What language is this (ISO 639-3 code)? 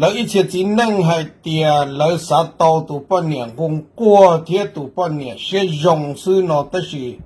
hmn